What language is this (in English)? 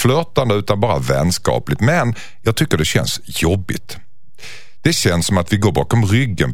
Swedish